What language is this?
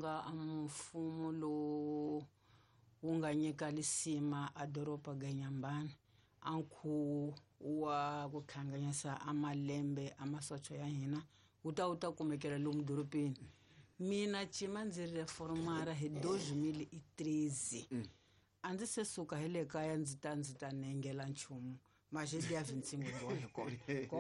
Tsonga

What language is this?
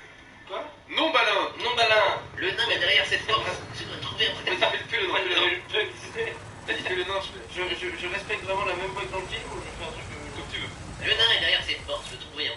French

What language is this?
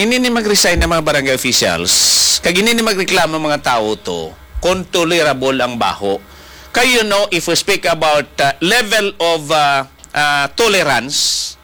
Hiligaynon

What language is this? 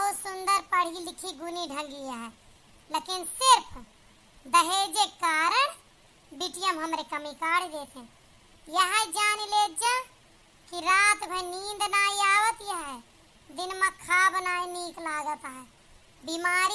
Awadhi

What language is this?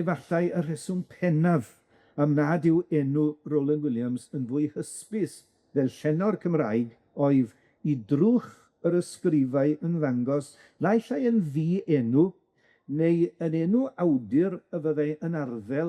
Welsh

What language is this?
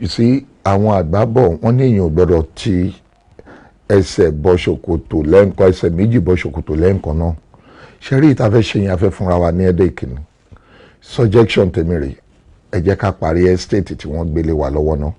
Yoruba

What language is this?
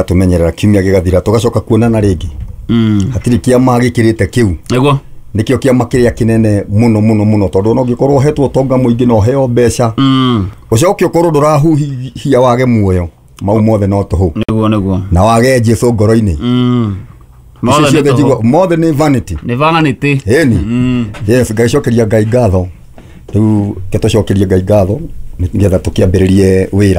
Kikuyu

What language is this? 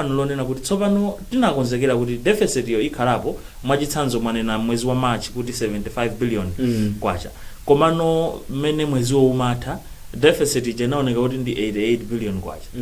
Nyanja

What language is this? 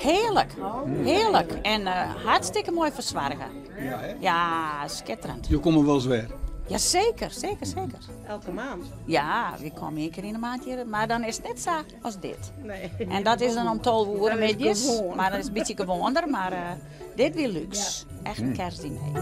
Western Frisian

